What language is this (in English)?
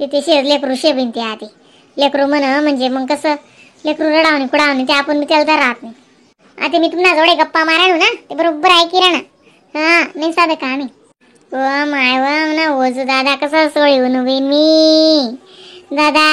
Khandesi